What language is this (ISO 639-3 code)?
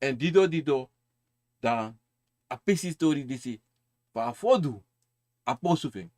srn